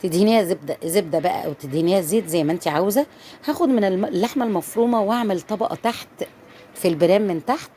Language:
Egyptian Arabic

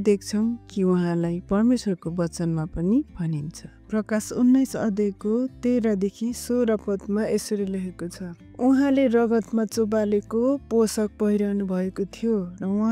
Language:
Nepali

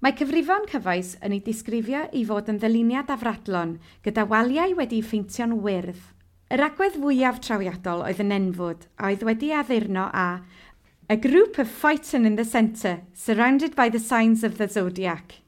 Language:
Welsh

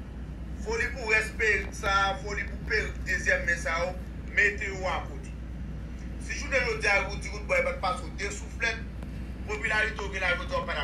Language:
Haitian Creole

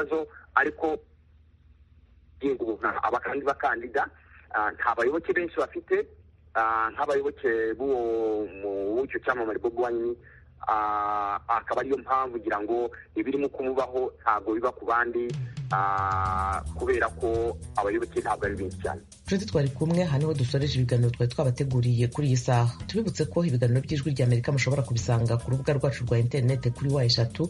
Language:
Kinyarwanda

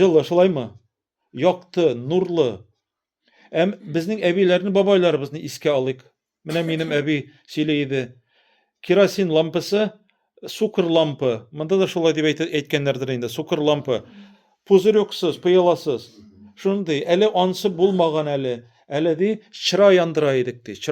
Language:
Tatar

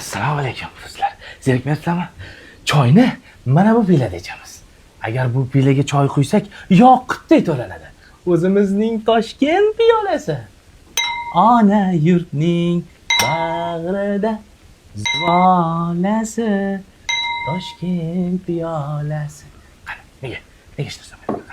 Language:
Uzbek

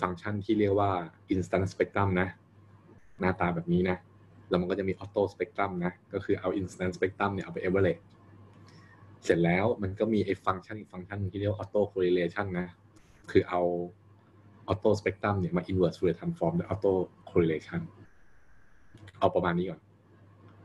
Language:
Thai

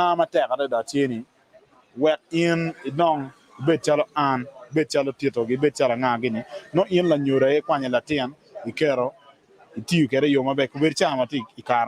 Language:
Acoli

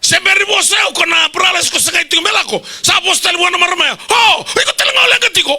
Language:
Fijian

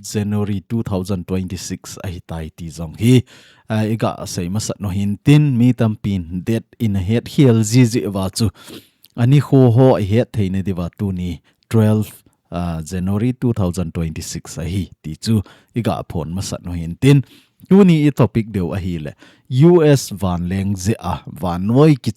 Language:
Thado Chin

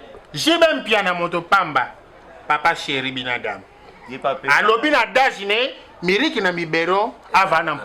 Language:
Lingala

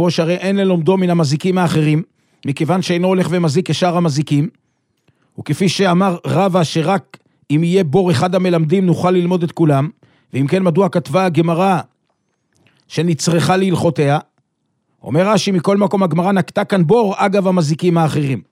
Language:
Hebrew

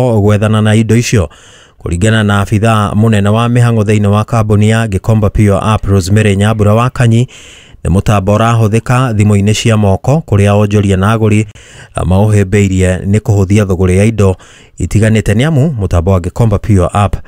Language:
Kikuyu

